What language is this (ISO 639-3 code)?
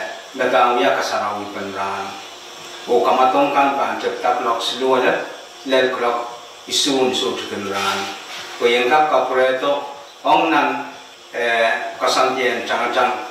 pon